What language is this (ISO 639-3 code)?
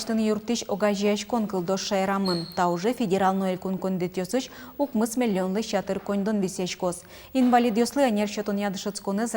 udm